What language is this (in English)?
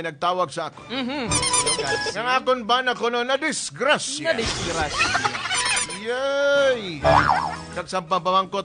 Hiligaynon